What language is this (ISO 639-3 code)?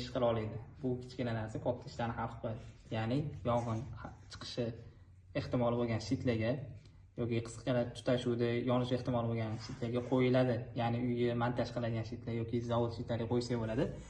uzb